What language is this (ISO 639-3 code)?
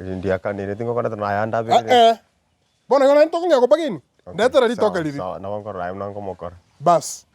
guz